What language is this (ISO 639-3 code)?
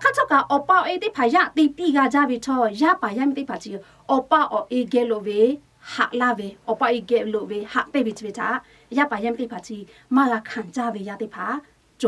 lhu